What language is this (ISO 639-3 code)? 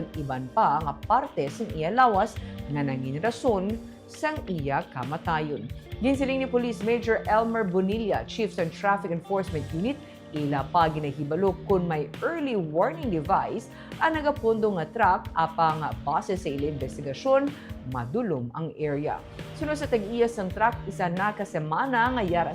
hil